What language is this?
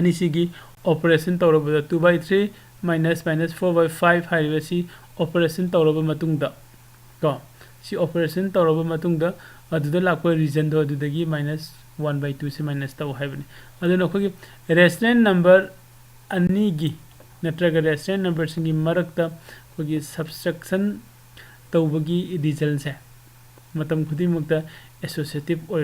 Manipuri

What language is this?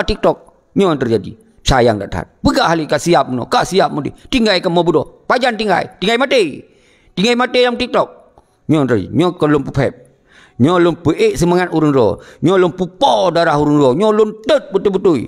Achinese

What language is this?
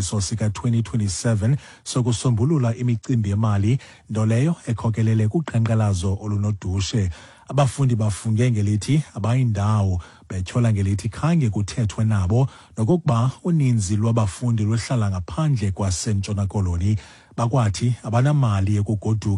Xhosa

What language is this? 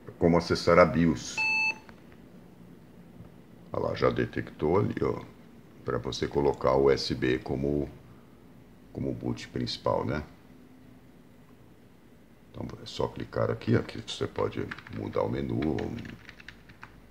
Portuguese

